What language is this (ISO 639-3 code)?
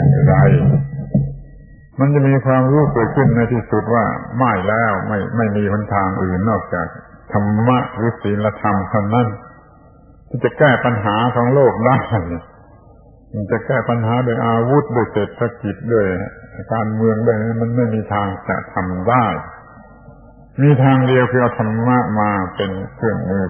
tha